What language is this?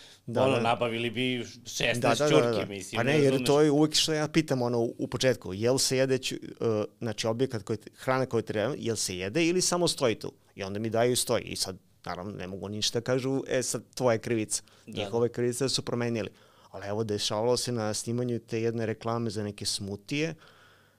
Serbian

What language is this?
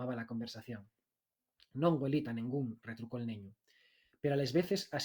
Asturian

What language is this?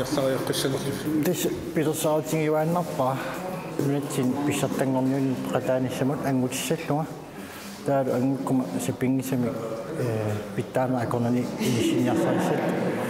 Kalaallisut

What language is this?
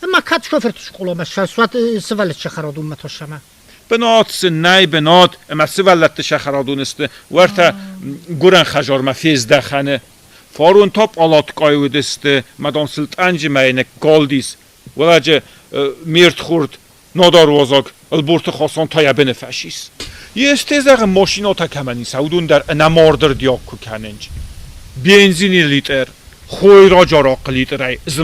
Ossetic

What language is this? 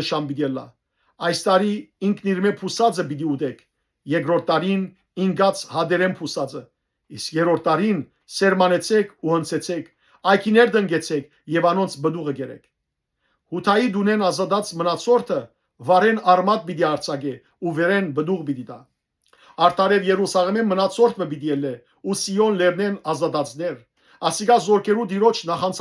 Western Armenian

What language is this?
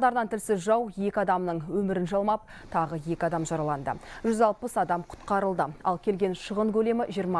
Kazakh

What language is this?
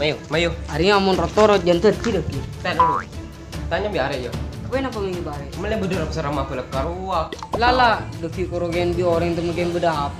Madurese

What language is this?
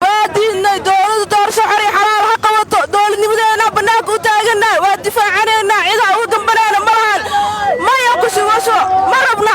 Somali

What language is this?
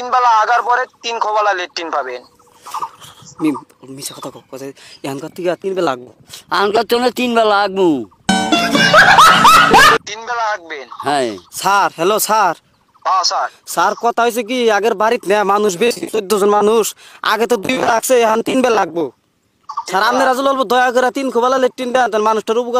Bangla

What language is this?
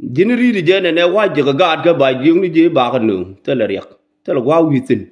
Nuer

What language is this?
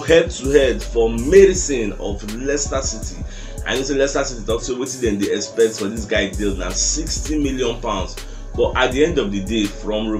Nigerian Pidgin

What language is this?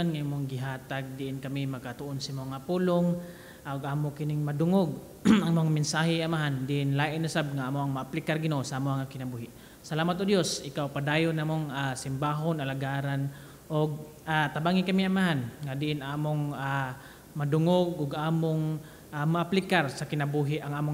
Cebuano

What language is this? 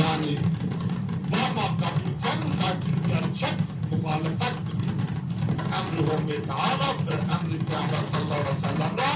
Zaza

